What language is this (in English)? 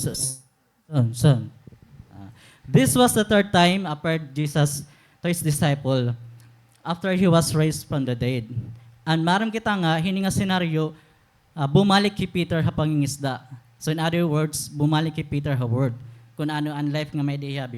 Waray